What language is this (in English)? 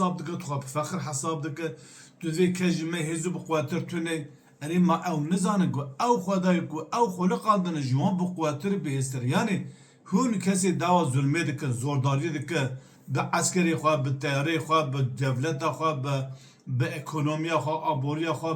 Kurdish